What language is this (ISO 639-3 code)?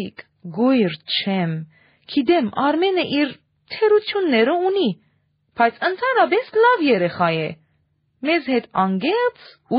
hye